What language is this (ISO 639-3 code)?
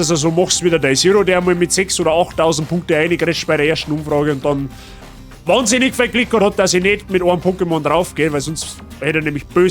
bar